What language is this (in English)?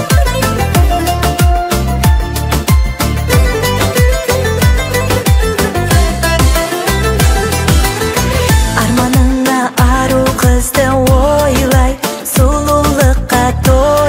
Kazakh